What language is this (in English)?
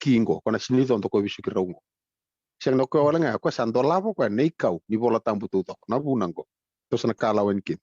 Fijian